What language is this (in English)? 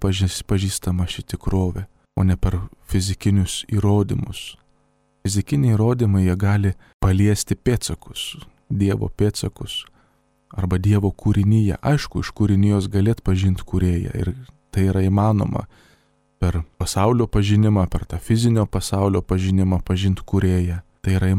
Lithuanian